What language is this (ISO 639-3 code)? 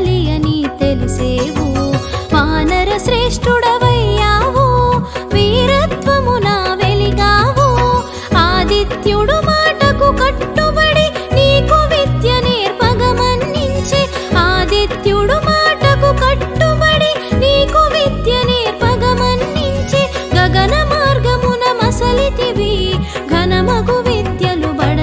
tel